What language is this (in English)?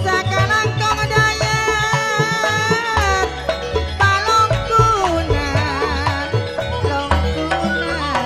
Madurese